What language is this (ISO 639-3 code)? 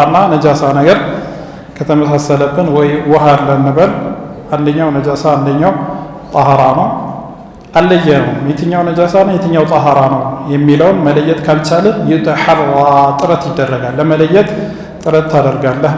amh